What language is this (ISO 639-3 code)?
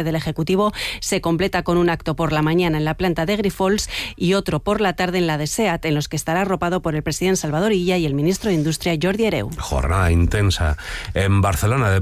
spa